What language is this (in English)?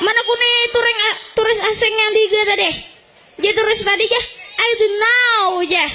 Banjar